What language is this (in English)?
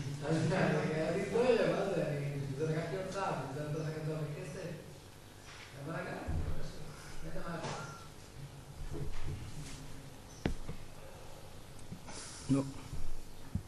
Hebrew